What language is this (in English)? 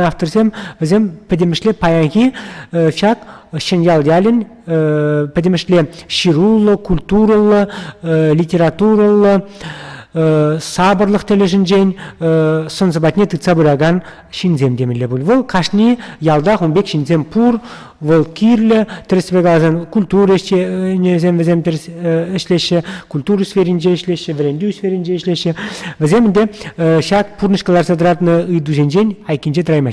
Chuvash